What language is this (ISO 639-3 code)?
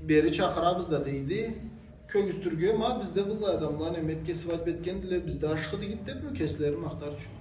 krc